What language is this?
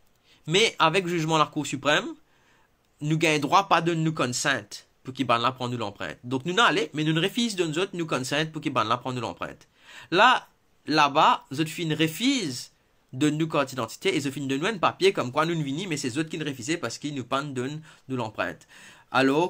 Morisyen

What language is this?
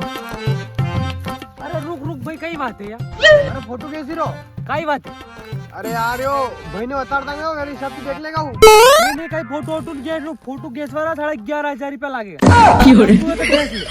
Rajasthani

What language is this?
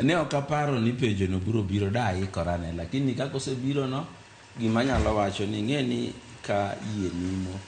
Luo (Kenya and Tanzania)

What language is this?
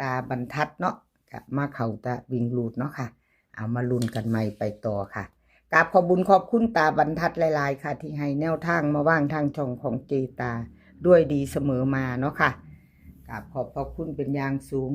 Northeastern Thai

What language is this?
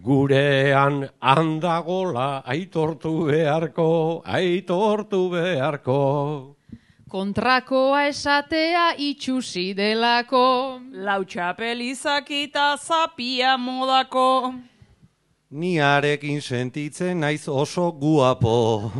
Basque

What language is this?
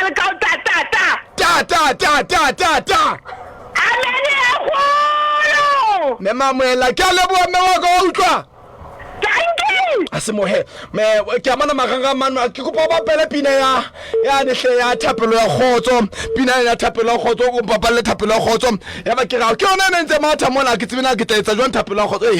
Southern Sotho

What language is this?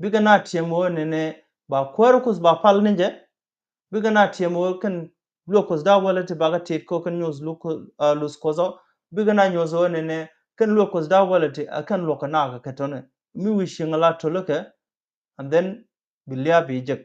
Nuer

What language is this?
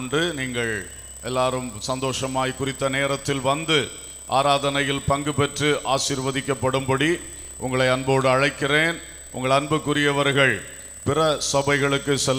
Tamil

